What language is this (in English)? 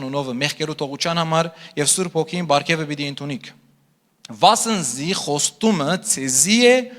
Western Armenian